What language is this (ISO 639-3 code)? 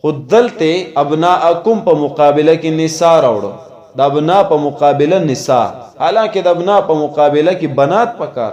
pus